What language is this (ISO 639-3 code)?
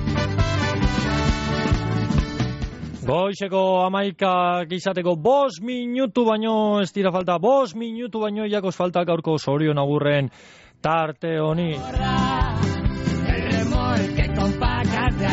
eus